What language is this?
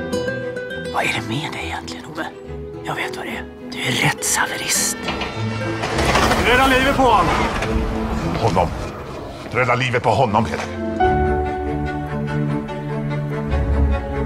Swedish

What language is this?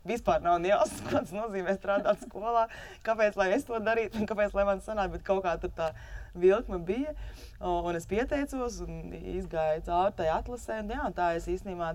Latvian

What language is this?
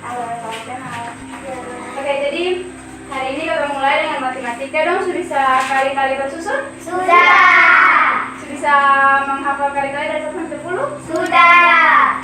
Ambonese Malay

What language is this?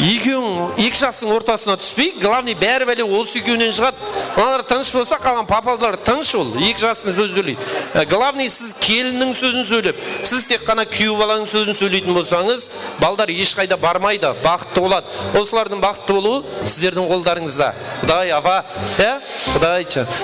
Kara-Kalpak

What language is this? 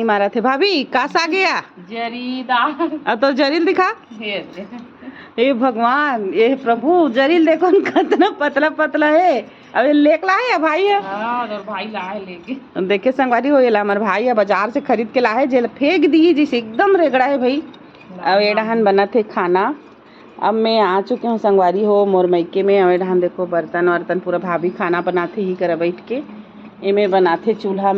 Chhattisgarhi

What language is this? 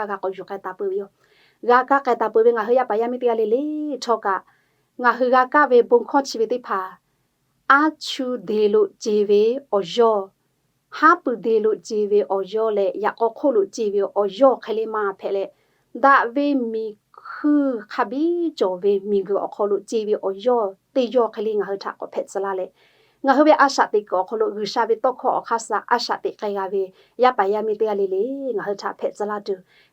Lahu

